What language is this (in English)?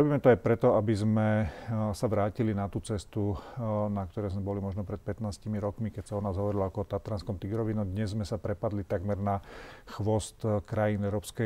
Slovak